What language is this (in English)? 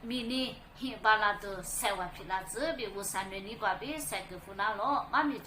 Lisu